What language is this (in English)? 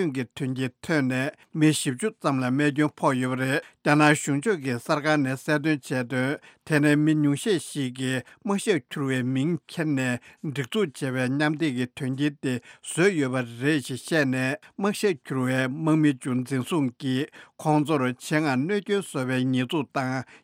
Tibetan